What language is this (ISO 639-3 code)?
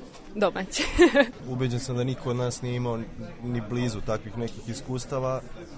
srp